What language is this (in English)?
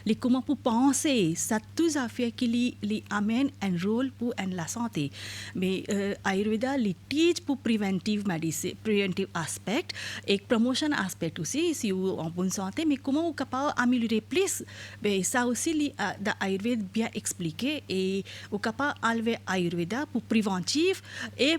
Morisyen